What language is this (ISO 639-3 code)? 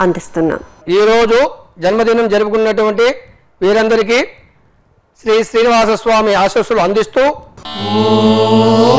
tel